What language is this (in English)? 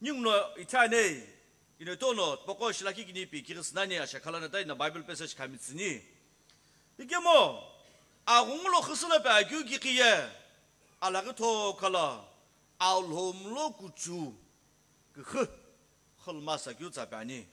Sumi Naga